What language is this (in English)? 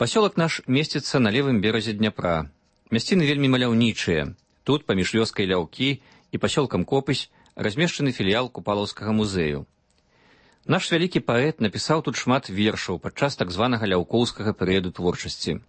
Belarusian